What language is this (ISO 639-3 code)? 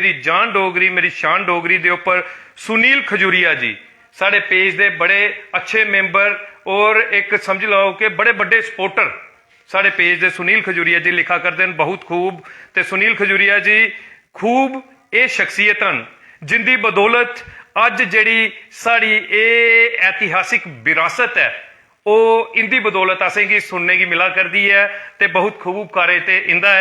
doi